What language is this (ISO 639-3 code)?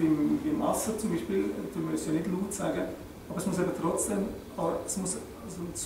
gsw